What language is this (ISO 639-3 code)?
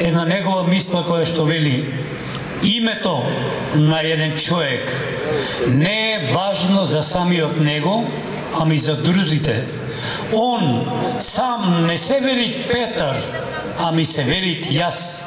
mkd